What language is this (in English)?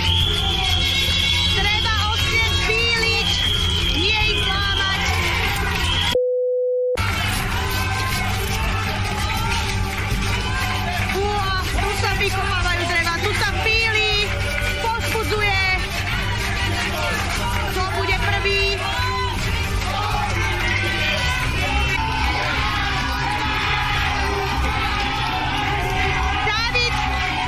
Slovak